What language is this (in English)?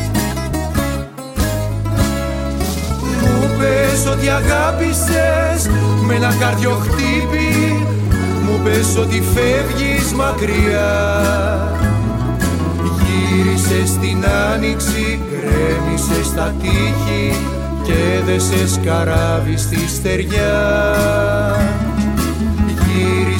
Greek